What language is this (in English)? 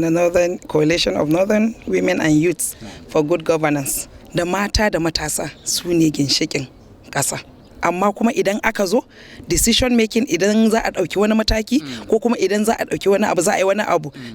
Hausa